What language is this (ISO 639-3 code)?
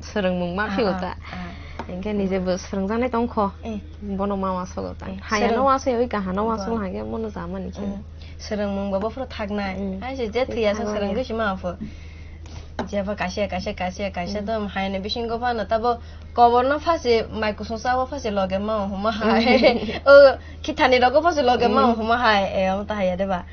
trp